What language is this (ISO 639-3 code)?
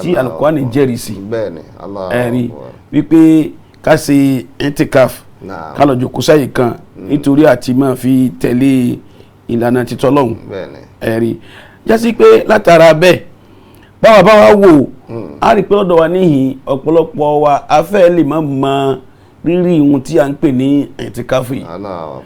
yor